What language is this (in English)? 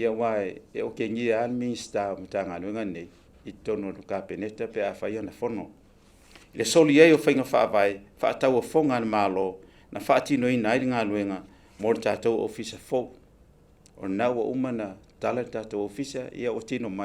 Samoan